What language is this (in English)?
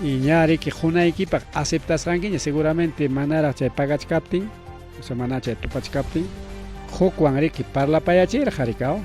Ayacucho Quechua